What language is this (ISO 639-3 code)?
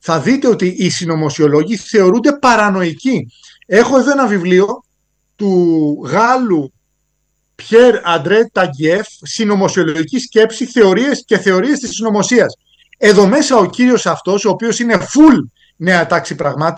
ell